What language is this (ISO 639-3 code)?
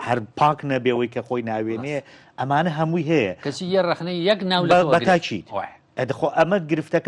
ckb